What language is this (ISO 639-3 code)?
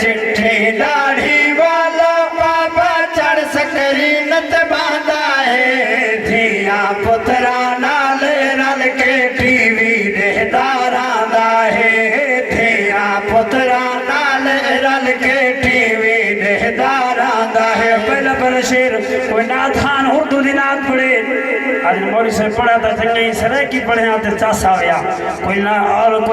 skr